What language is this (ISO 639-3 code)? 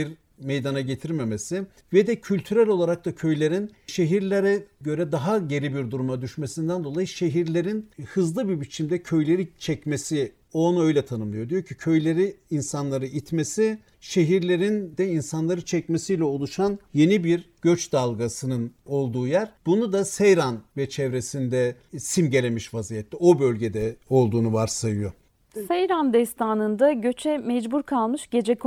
tur